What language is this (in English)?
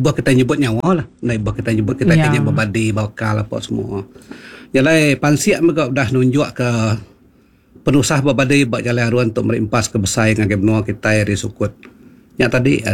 Iban